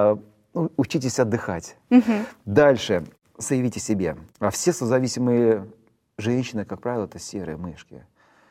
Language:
Russian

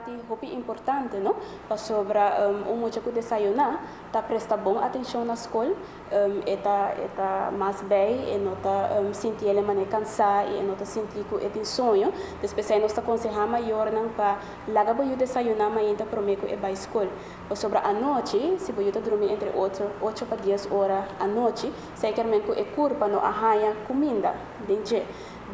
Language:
Papiamento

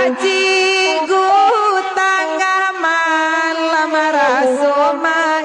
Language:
Minangkabau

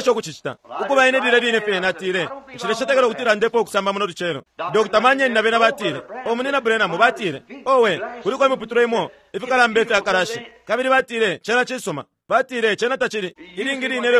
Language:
Bemba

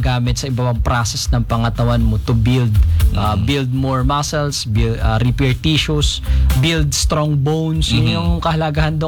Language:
Filipino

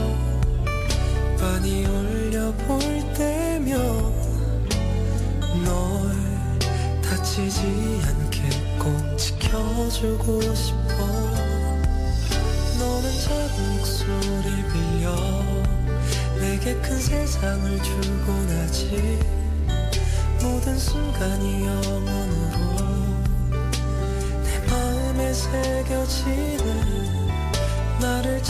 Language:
Korean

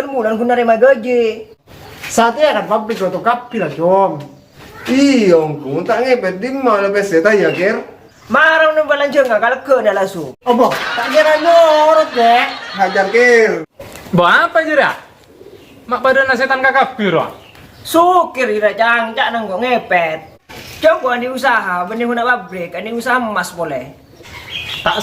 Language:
Madurese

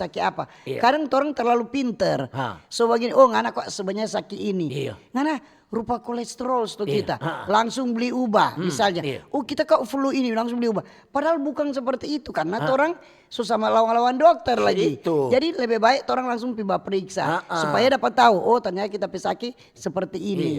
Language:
Manado Malay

